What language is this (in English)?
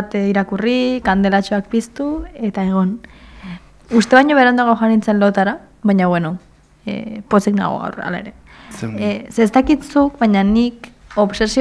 Basque